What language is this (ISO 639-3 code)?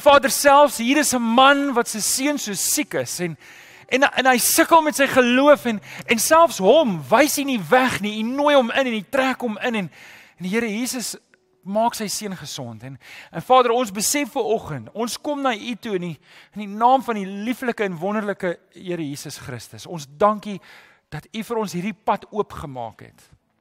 afr